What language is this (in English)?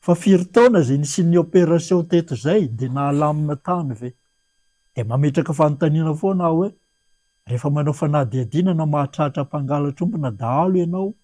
Malagasy